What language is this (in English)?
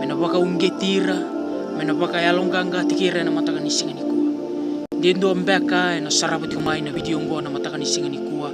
Fijian